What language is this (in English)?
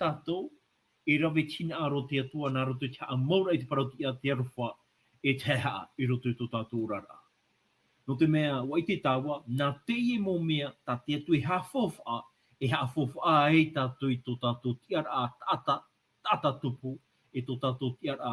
Tahitian